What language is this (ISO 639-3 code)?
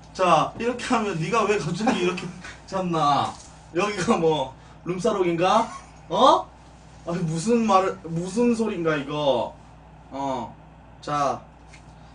kor